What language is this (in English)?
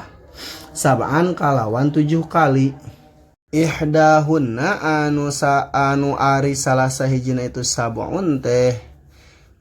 Sundanese